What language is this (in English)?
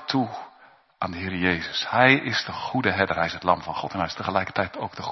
Dutch